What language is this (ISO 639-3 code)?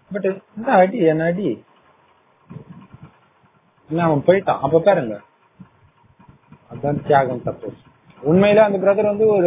tam